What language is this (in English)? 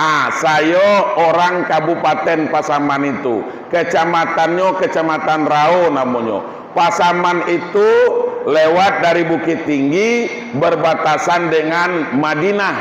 Minangkabau